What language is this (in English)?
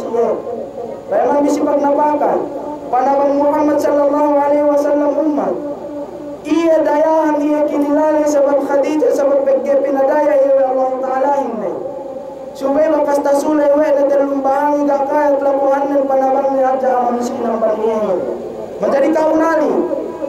Yakan